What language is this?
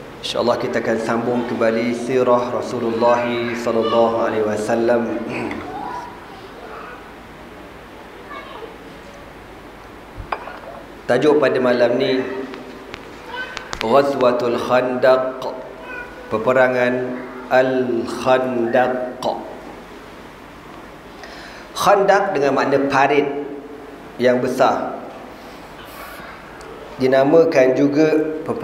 Malay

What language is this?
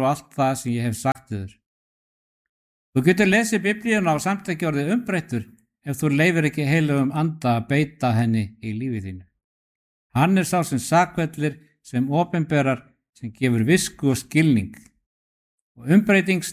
Icelandic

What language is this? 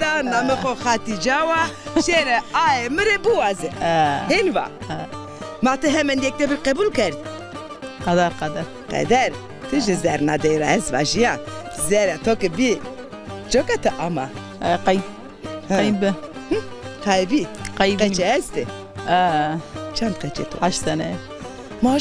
Zaza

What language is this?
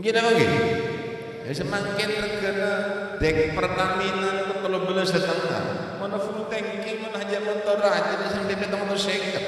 Madurese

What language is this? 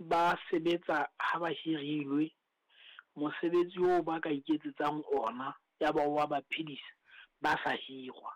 Southern Sotho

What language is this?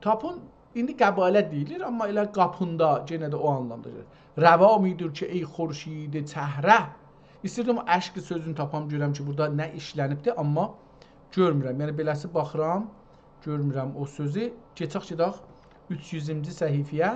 South Azerbaijani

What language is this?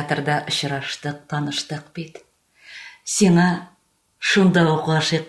Tatar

